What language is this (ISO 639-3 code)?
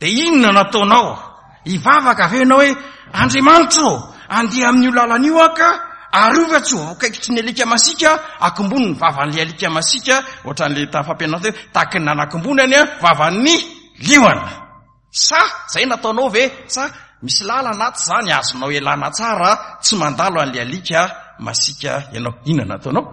mlg